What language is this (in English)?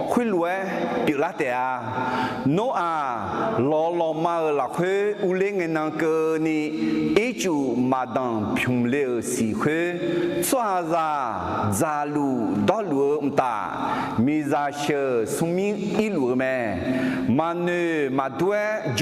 Akha